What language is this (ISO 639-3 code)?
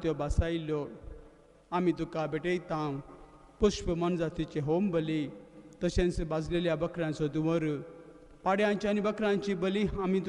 kok